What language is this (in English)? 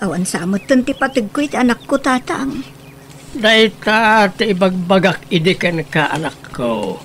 Iloko